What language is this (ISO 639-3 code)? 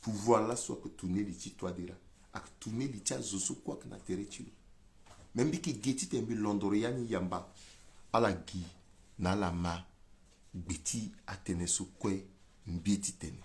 sag